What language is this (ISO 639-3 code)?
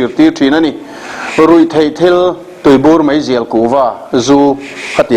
lus